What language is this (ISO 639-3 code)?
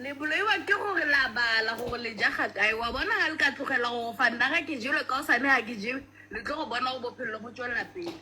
sot